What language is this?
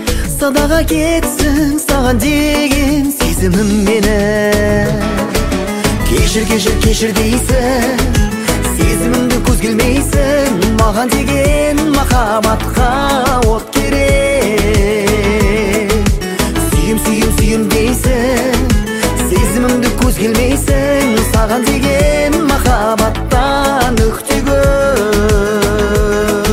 Kazakh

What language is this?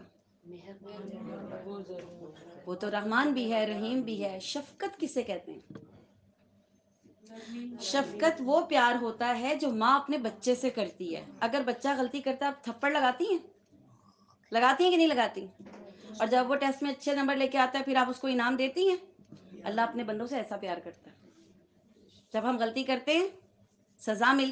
Urdu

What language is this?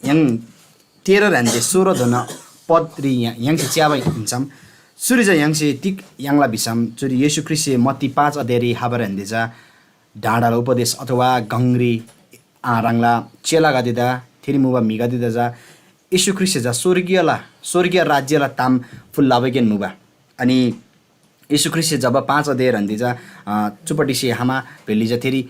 Eastern Tamang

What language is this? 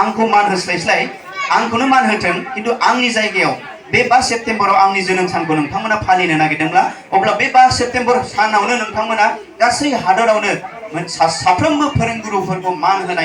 Bodo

